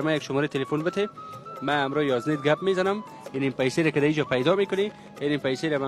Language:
Tajik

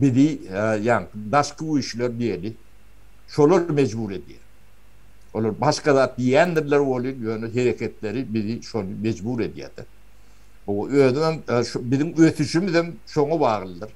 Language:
Turkmen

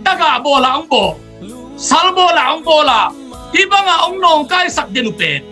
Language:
Tedim Chin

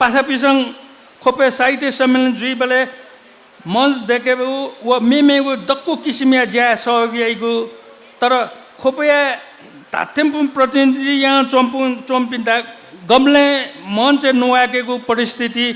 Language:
Newari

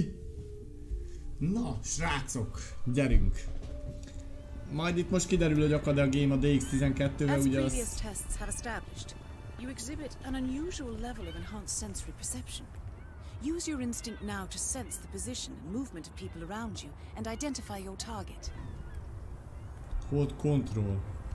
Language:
Hungarian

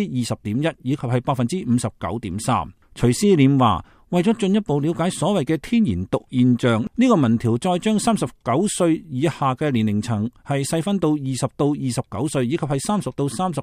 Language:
Cantonese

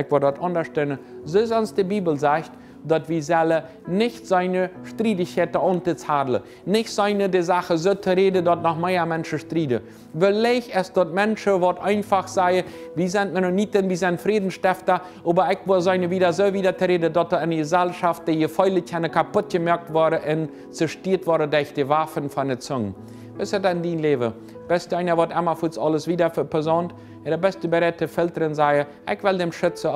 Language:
Plautdietsch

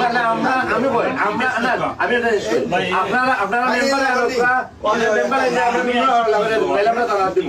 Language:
Sylheti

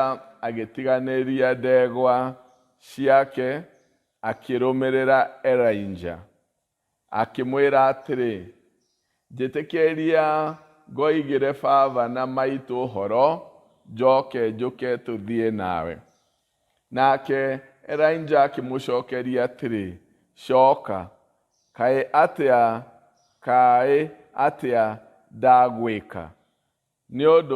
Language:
Kikuyu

